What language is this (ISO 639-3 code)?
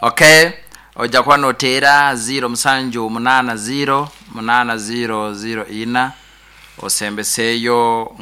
nyn